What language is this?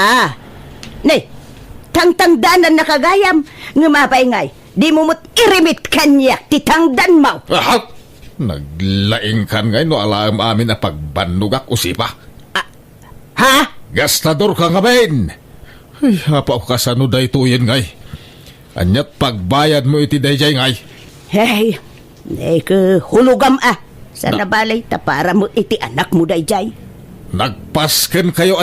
Iloko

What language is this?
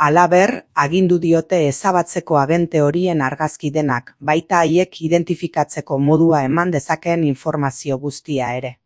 Basque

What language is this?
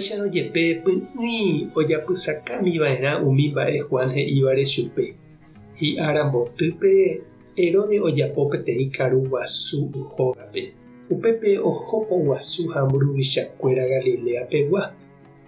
Guarani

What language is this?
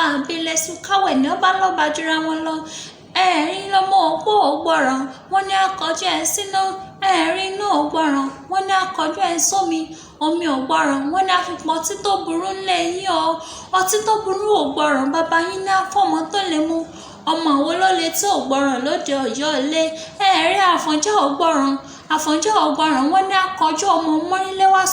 Yoruba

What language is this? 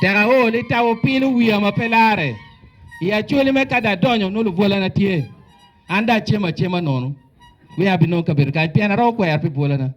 Acoli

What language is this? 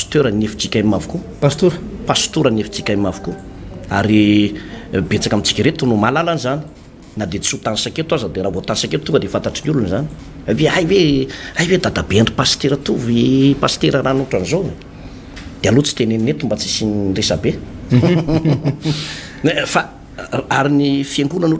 Malagasy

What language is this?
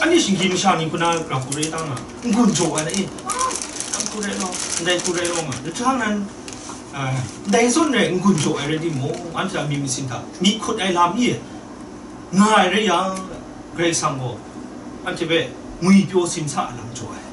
Kachin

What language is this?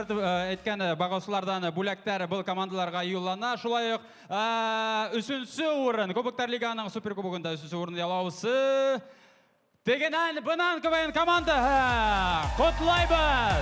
Bashkir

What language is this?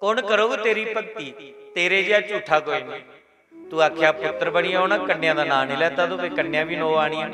Dogri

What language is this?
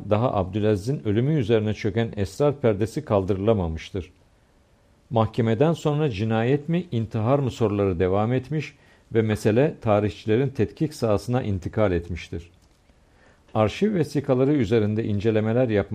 Turkish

